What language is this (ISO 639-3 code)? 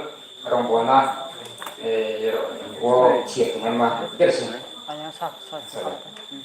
ria